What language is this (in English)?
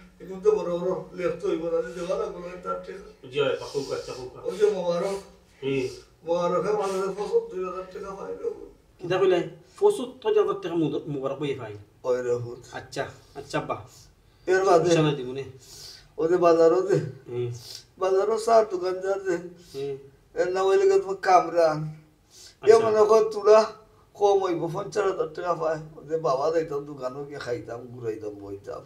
Sylheti